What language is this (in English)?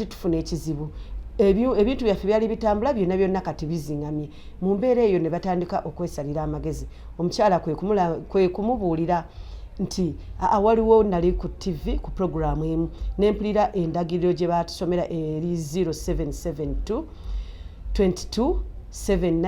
Ganda